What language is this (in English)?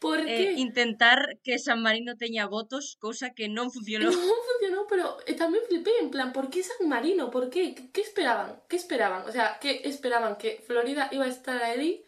Galician